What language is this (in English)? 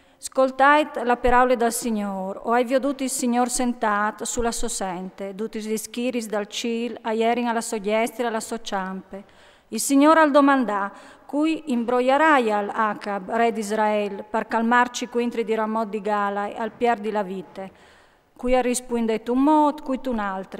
Friulian